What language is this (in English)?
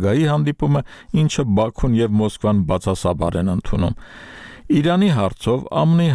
Armenian